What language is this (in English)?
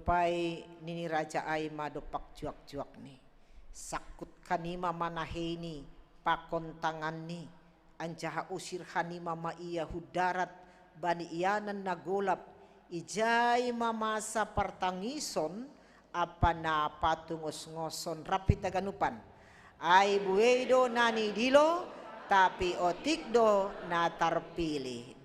Batak Simalungun